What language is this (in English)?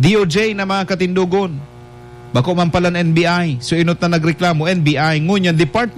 Bikol